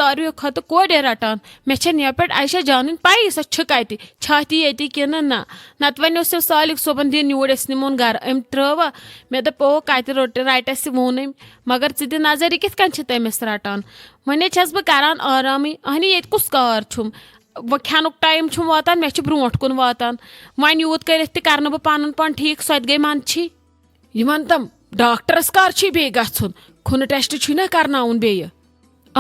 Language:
Kashmiri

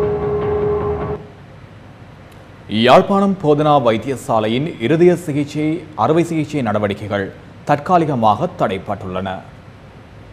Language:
Tamil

